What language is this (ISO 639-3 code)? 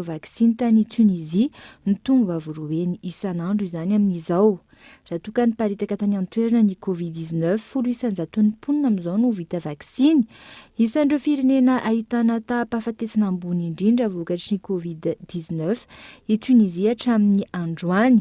mlg